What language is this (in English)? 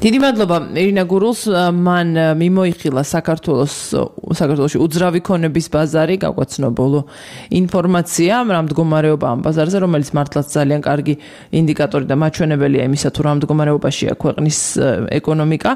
Georgian